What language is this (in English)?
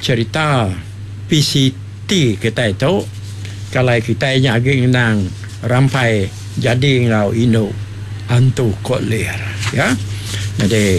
Iban